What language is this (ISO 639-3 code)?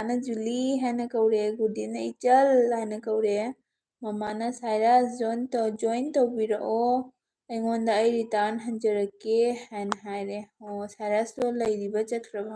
mni